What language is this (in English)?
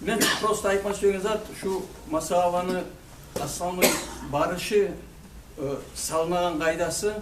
Kumyk